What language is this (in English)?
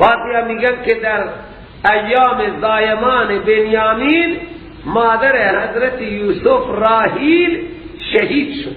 Persian